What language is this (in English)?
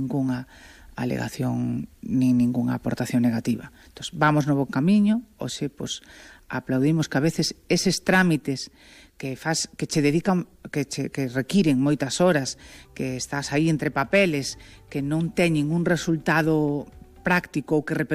Galician